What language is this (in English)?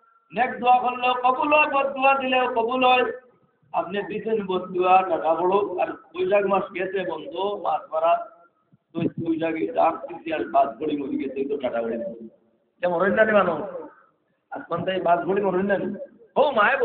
Sylheti